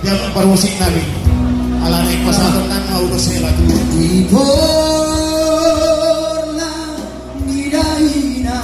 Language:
Batak Toba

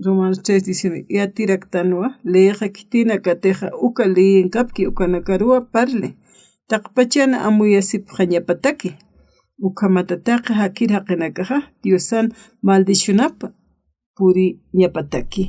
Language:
Aymara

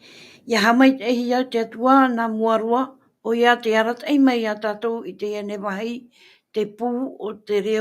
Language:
Tahitian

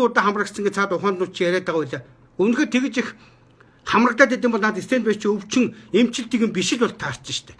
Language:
Mongolian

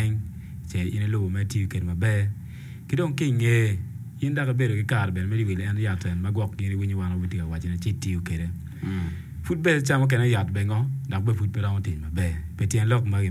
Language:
Acoli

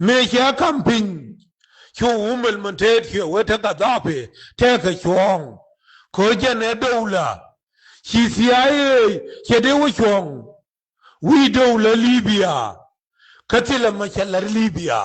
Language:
Nuer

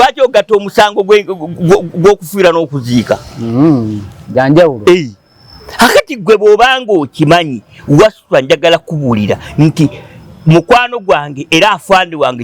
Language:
Ganda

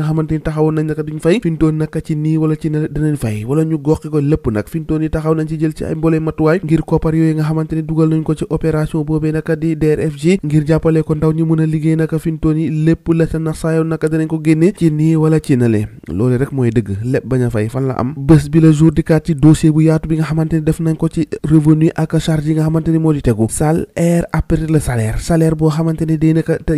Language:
Wolof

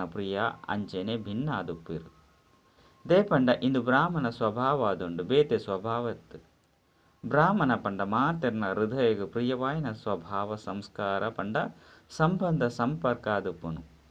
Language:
Tulu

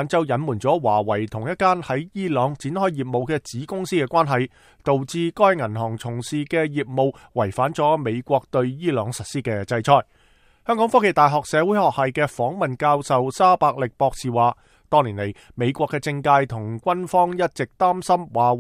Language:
Cantonese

